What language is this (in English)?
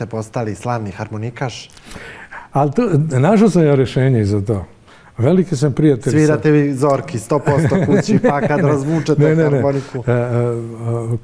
Bosnian